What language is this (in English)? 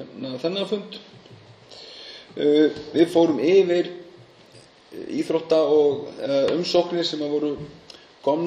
Icelandic